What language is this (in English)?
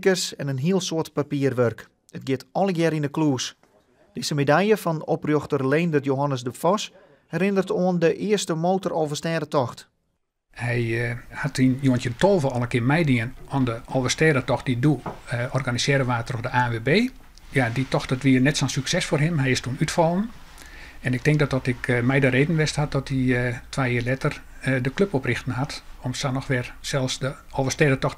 Western Frisian